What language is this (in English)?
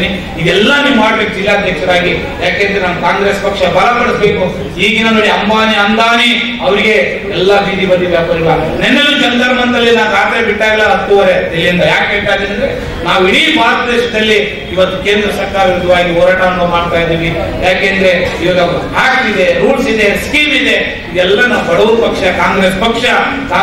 Kannada